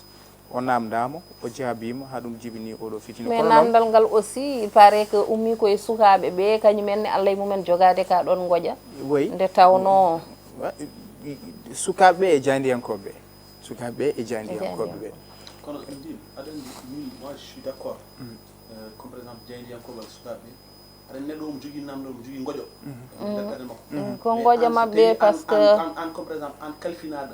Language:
Fula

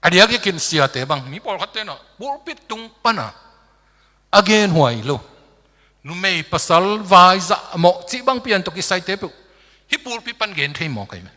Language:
Tedim Chin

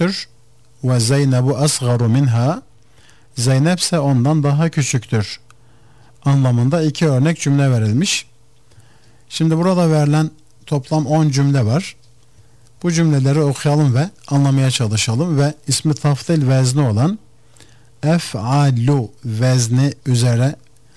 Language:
Turkish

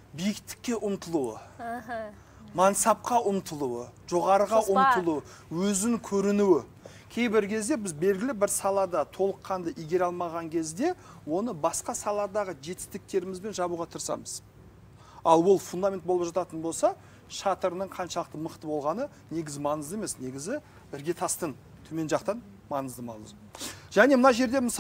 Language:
Kazakh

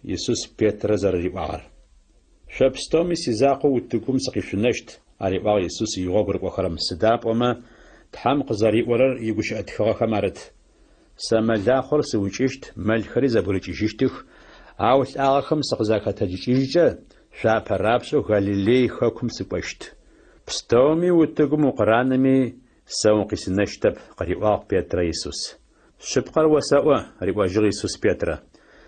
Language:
Adyghe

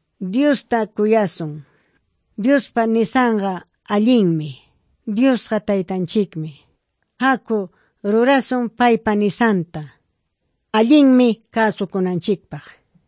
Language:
Quechua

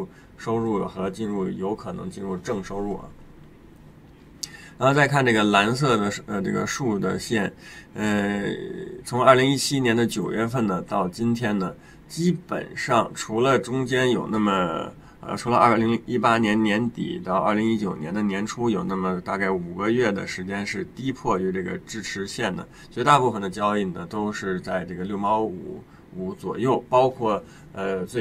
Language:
Chinese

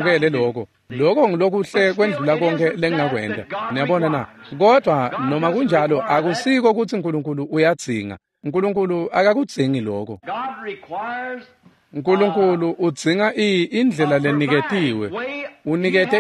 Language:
Swati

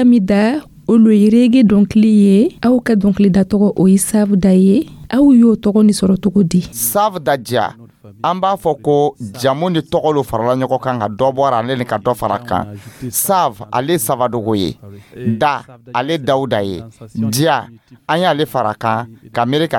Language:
Dyula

